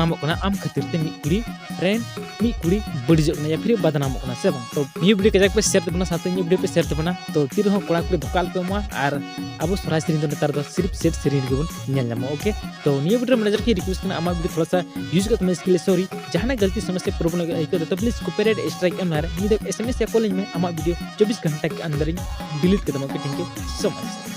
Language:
Santali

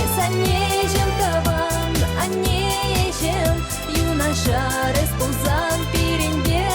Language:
Chuvash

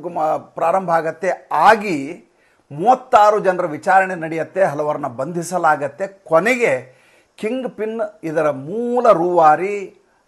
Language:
Kannada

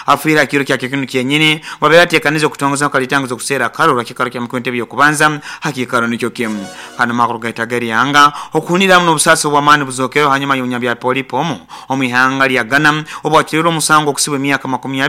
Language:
Nyoro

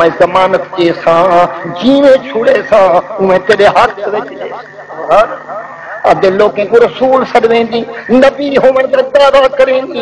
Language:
Saraiki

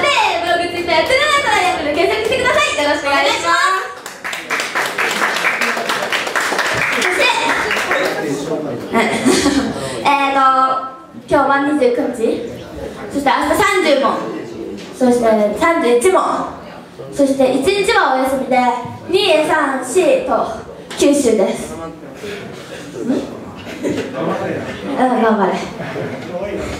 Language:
Japanese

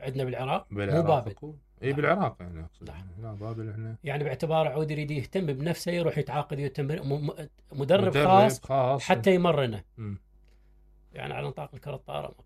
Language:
Mesopotamian Arabic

